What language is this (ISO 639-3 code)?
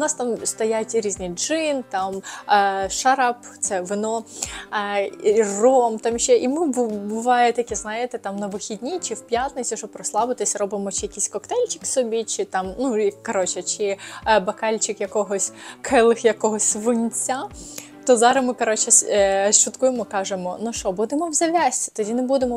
ukr